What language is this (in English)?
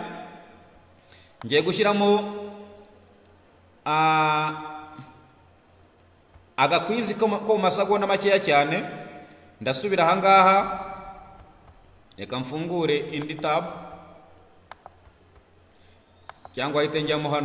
Kinyarwanda